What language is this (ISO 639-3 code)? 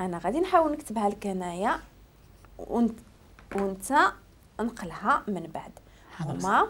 ary